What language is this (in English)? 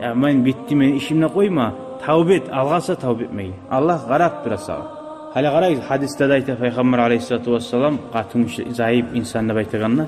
Kumyk